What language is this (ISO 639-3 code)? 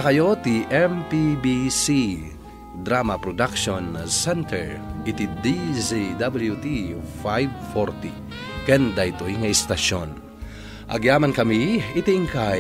ilo